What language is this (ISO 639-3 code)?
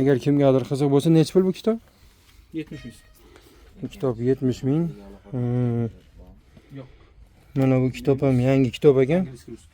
uzb